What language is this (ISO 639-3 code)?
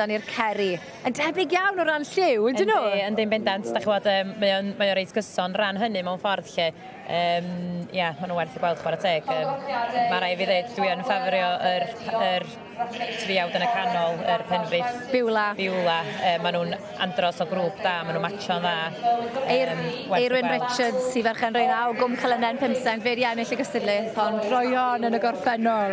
cym